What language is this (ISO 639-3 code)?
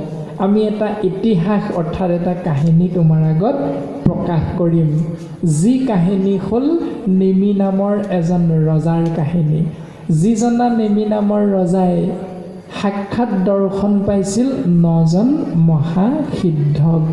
asm